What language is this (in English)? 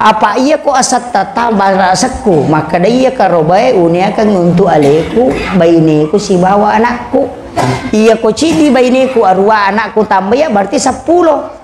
Buginese